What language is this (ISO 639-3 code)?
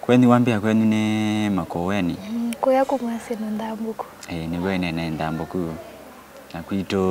kam